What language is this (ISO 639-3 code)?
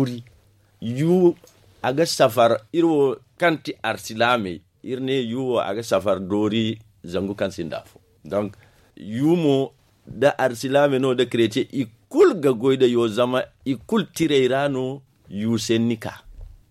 dje